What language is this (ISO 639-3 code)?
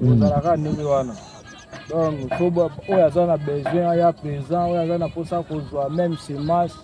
lin